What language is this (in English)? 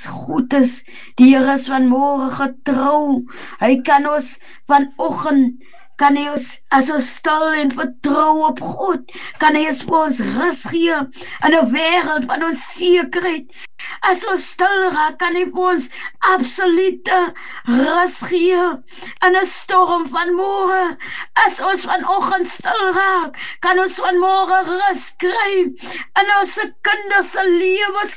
Afrikaans